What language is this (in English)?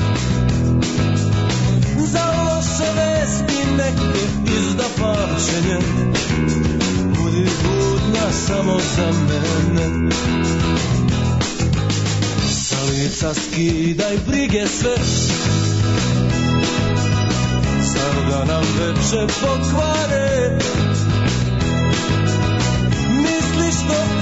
Serbian